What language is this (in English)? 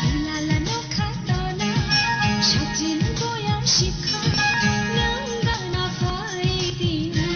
Kok Borok